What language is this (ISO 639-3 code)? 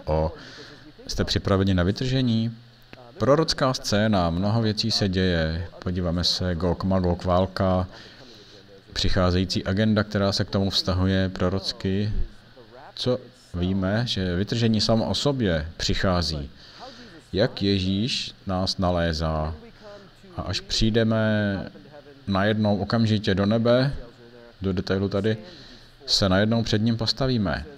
ces